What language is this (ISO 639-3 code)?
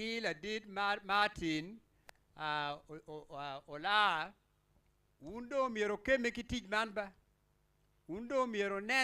ach